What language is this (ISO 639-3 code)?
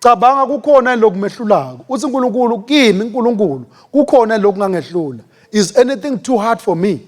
ssw